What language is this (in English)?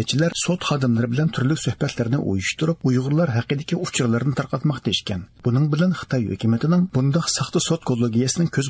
Uyghur